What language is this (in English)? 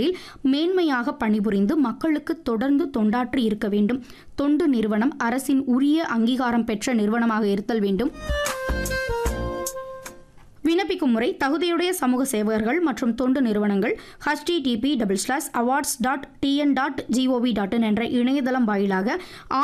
Tamil